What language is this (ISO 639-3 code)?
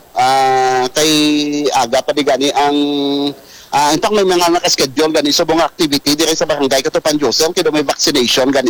hil